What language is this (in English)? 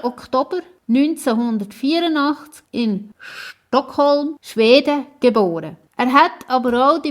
Swiss German